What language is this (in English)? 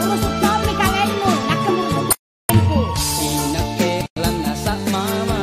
Makasar